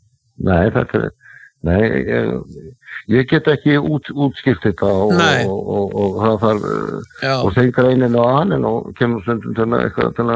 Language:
Icelandic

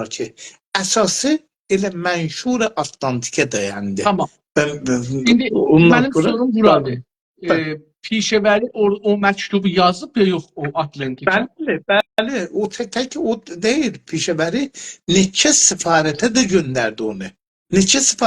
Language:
South Azerbaijani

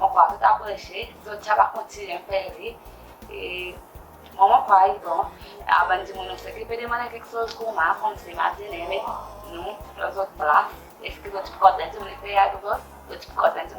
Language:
Seselwa Creole French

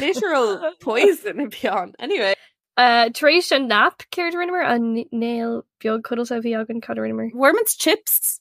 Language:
Irish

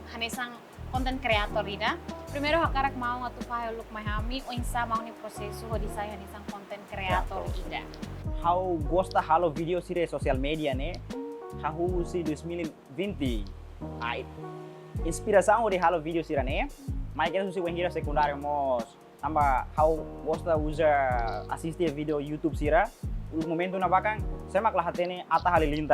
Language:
Tetum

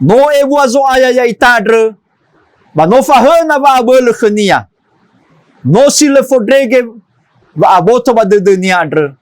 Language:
Nias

